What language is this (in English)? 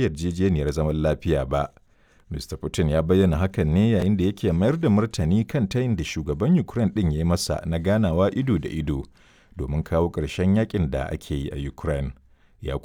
Hausa